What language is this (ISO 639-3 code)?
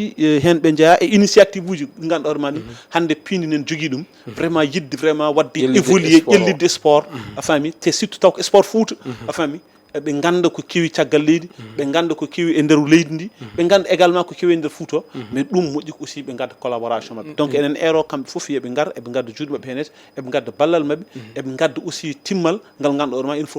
ful